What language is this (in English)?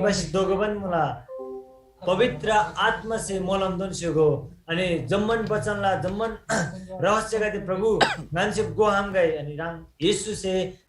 Eastern Tamang